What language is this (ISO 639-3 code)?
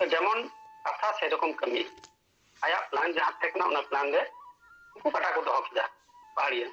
sat